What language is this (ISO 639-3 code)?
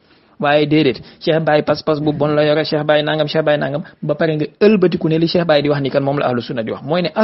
wol